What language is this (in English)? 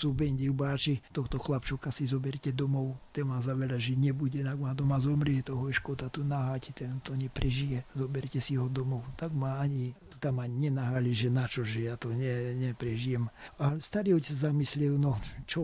Slovak